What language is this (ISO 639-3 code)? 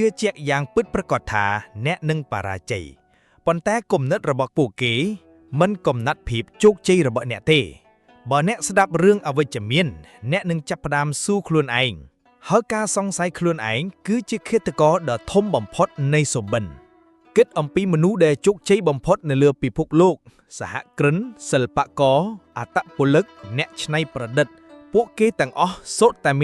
khm